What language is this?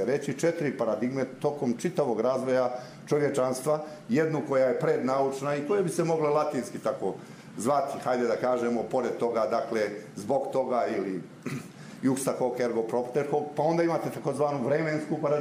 Bosnian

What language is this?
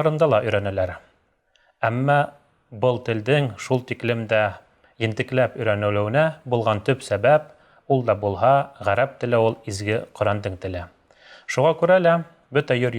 Bashkir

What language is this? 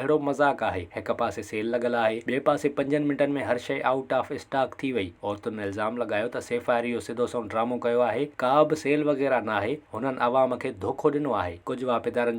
Sindhi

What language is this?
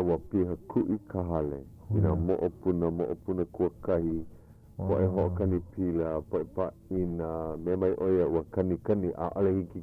Hawaiian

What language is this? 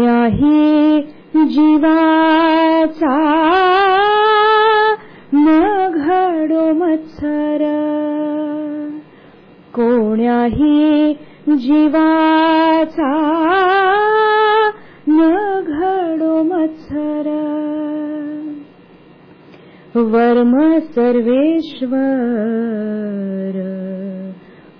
Marathi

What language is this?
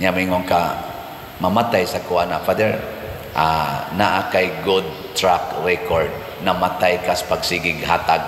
Cebuano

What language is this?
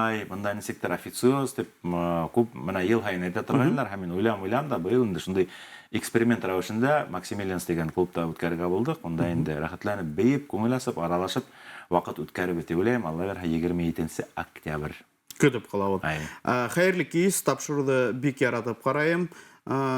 Bashkir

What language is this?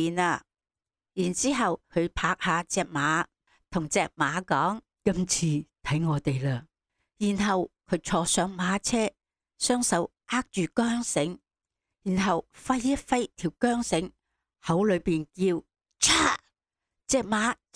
Cantonese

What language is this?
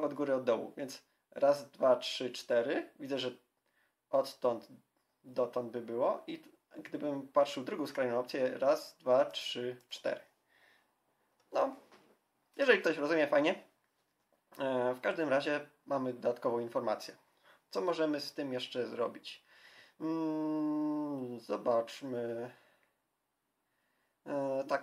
Polish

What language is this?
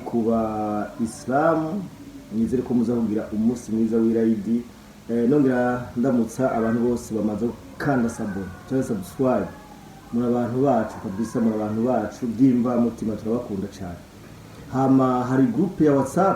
Rundi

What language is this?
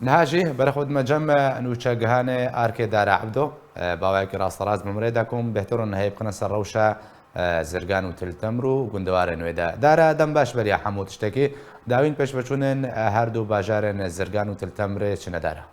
Kurdish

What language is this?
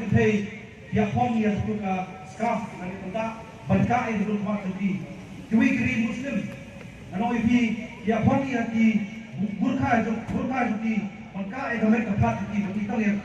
Khasi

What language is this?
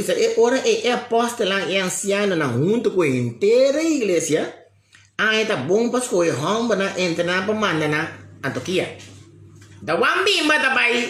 Papiamento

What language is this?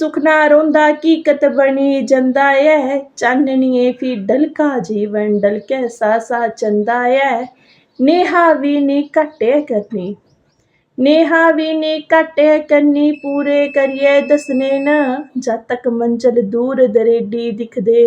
Dogri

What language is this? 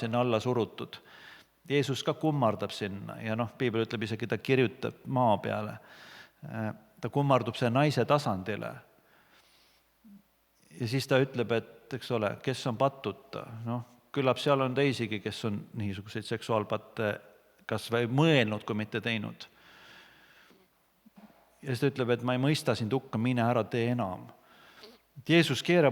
Estonian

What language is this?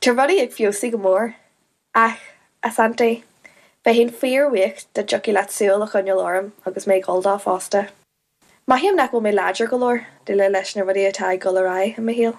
Irish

